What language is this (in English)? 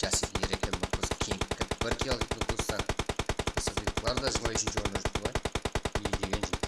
Kara-Kalpak